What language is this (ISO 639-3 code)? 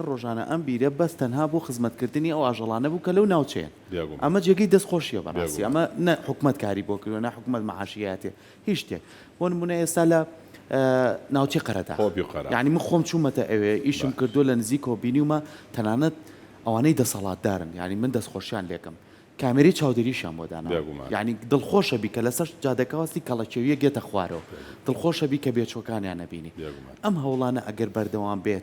ckb